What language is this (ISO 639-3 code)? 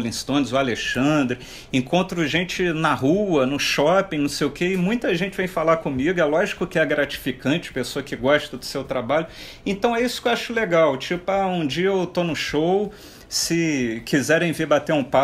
por